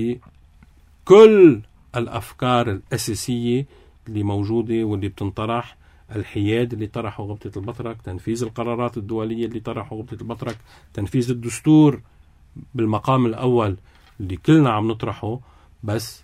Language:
North Levantine Arabic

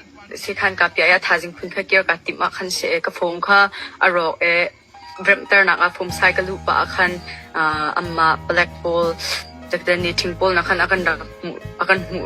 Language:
Hakha Chin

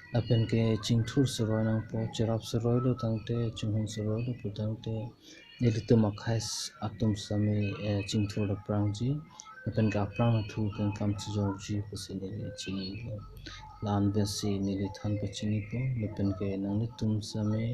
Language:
Karbi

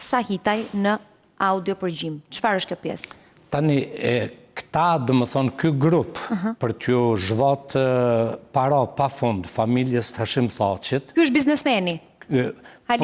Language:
Albanian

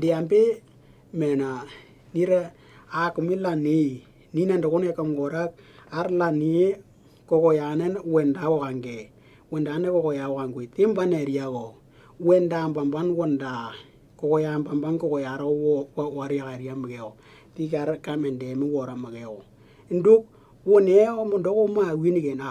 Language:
Western Dani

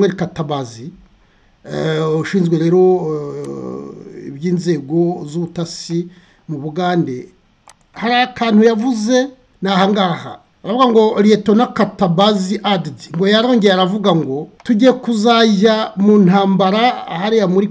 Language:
Kinyarwanda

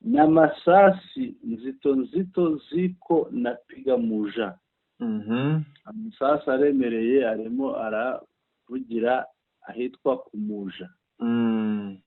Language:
Kinyarwanda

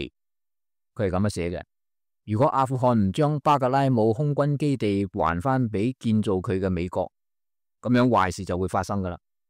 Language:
Cantonese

